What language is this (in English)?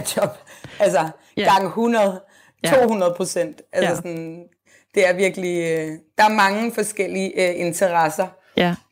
Danish